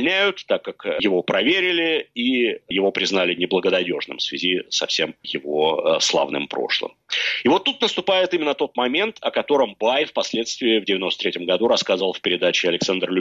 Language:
Russian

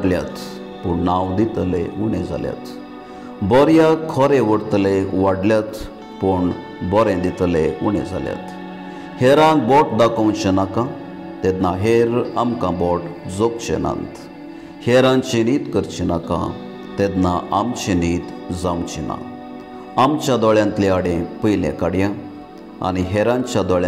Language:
Konkani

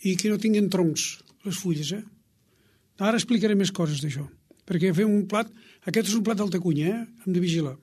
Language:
Catalan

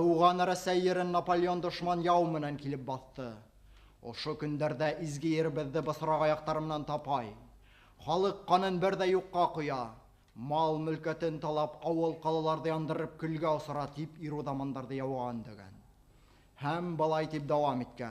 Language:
Bashkir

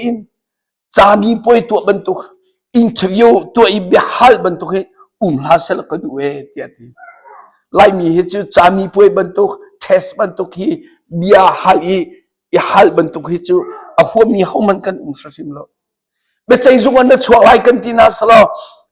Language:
Hakha Chin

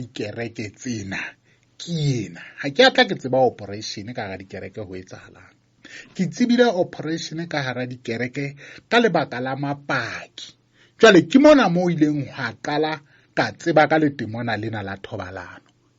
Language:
Southern Sotho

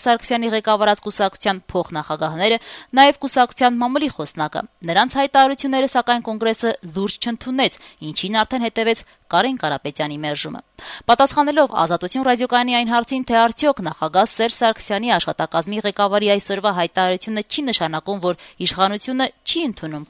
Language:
Armenian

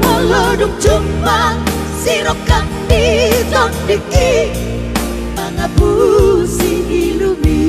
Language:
Batak Toba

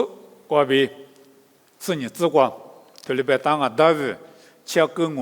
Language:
Lisu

